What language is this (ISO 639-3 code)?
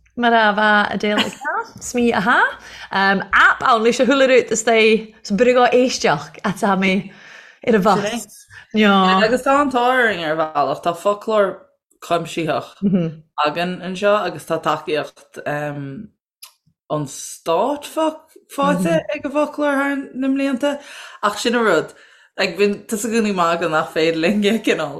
gle